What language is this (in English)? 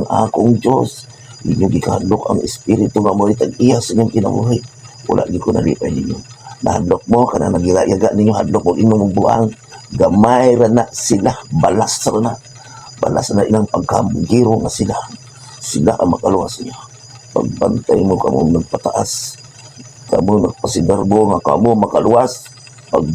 Cebuano